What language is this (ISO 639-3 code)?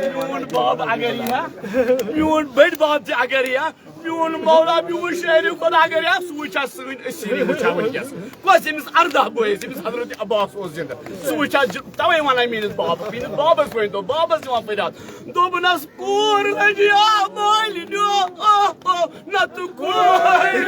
kas